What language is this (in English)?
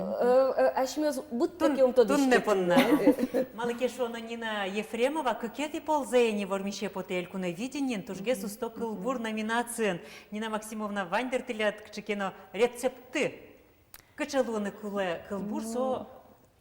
Udmurt